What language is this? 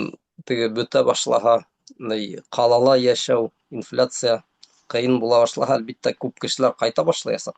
Bashkir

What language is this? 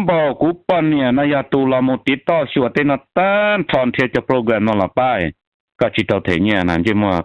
Hmong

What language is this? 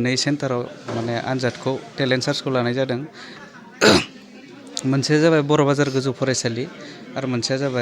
Bodo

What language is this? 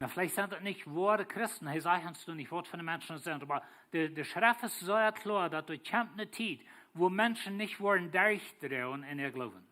Plautdietsch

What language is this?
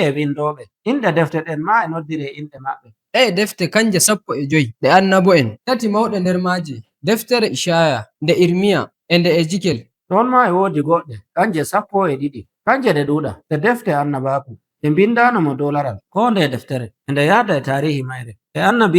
Nigerian Fulfulde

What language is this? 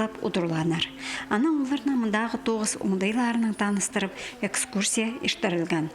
Khakas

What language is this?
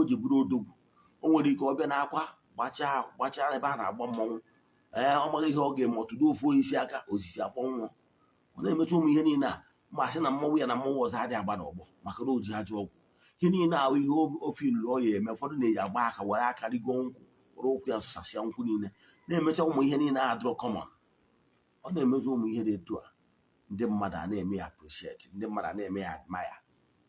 Igbo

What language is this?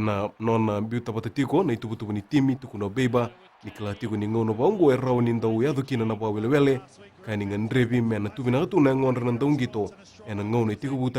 Fijian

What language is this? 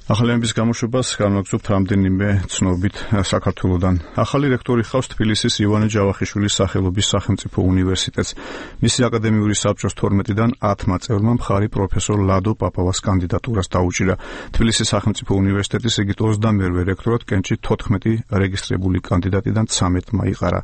Georgian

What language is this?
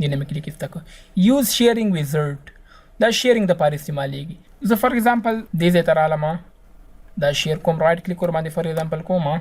Pashto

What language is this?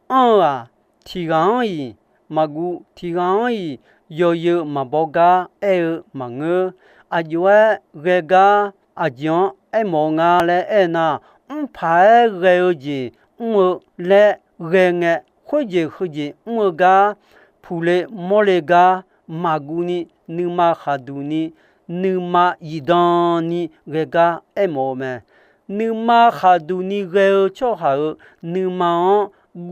Akha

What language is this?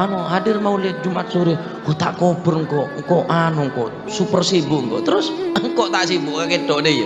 Madurese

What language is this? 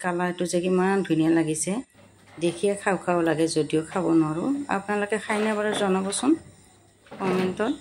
Assamese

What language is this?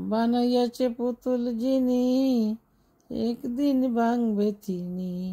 Sylheti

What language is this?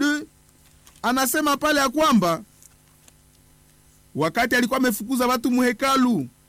Swahili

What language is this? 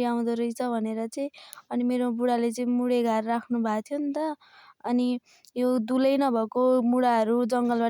Nepali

